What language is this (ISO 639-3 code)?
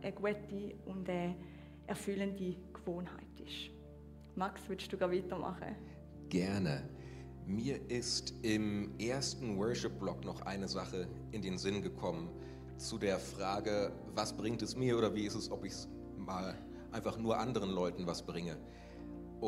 gsw